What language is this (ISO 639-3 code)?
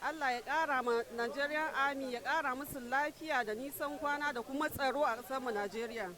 hau